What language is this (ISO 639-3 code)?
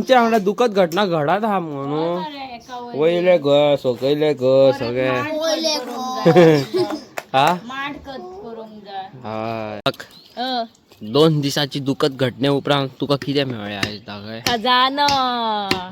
kok